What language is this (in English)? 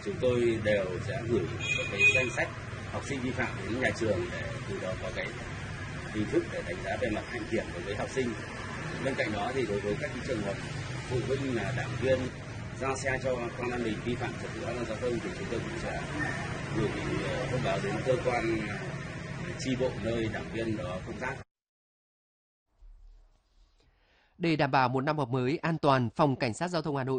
Vietnamese